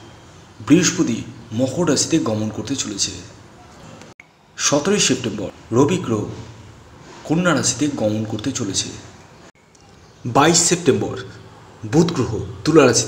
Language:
Bangla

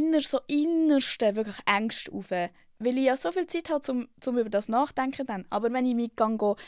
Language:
Swiss German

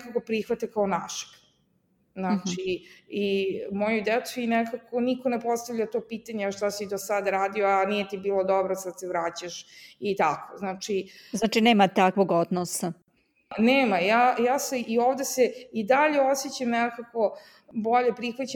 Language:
Serbian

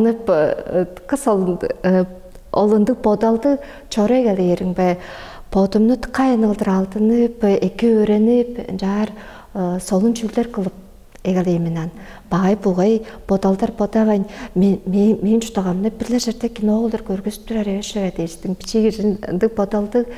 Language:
Tuvinian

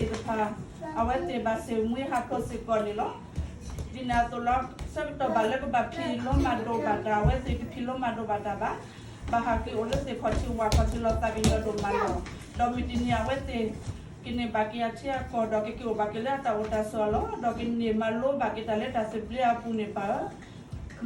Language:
S'gaw Karen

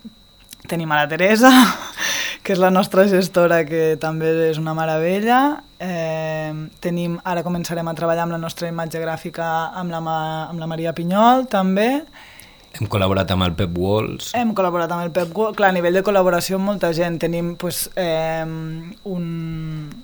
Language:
Catalan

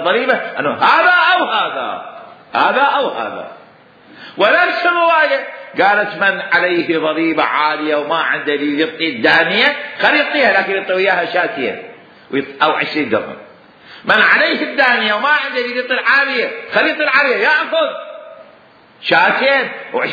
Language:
Mesopotamian Arabic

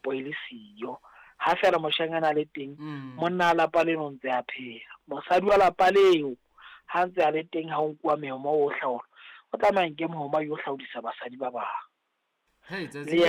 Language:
Southern Sotho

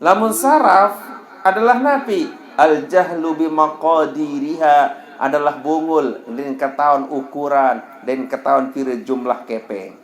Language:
Sasak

